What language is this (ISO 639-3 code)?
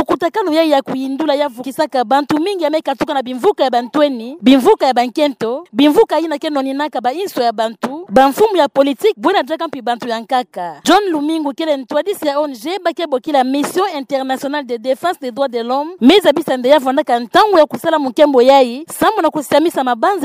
ktu